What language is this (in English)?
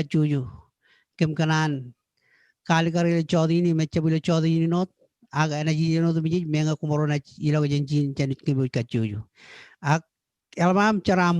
Marshallese